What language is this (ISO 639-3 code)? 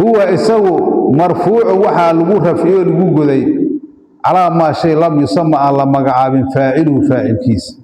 som